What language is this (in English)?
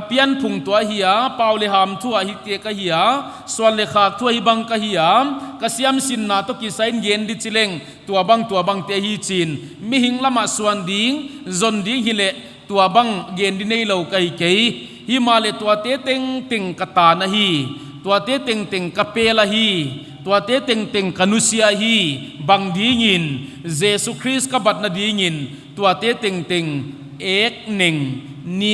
Paite Chin